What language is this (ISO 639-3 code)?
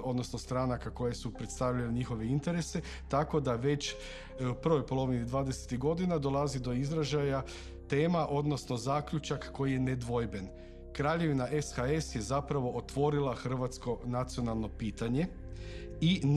hrv